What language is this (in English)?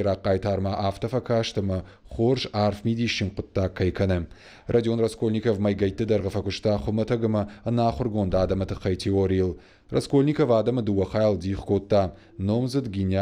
Ossetic